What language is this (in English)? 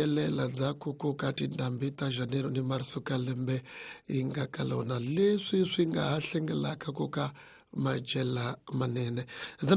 Tsonga